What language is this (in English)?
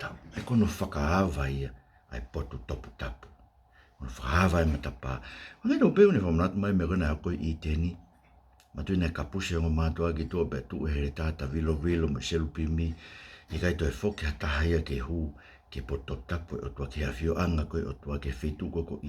Tongan